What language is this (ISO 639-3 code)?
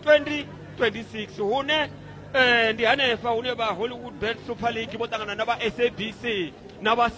ven